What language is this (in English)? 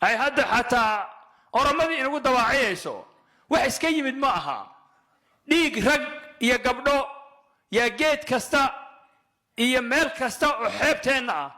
Somali